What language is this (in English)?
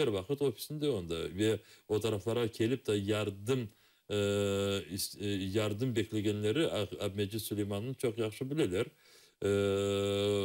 Crimean Tatar